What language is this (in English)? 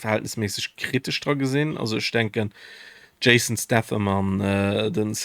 Luxembourgish